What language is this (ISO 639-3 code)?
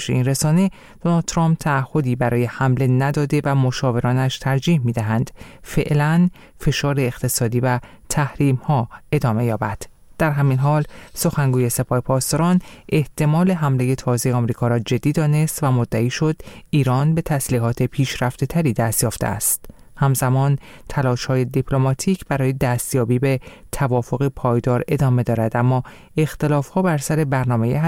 fas